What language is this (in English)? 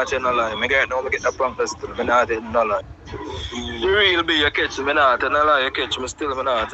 Jamaican Creole English